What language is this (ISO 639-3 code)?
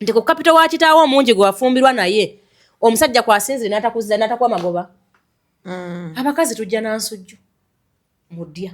lug